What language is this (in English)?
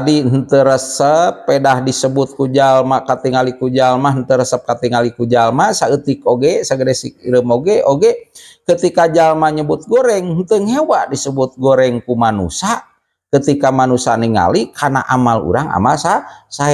Sundanese